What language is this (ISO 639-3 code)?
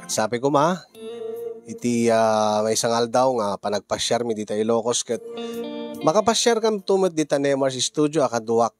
ilo